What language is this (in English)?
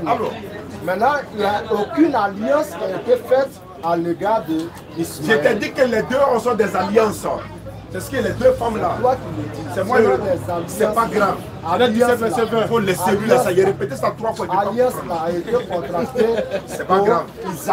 French